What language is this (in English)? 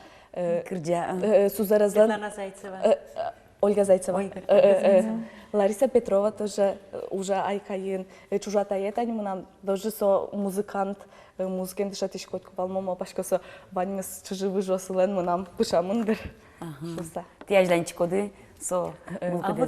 Udmurt